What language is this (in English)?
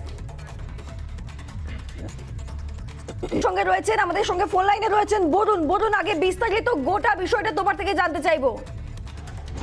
Bangla